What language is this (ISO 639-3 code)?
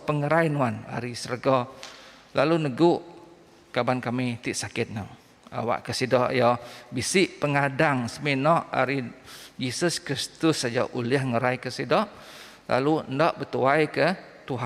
iba